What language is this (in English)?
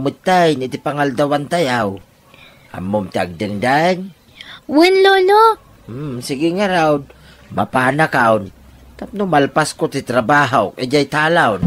Iloko